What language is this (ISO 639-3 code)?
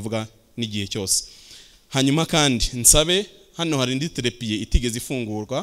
kin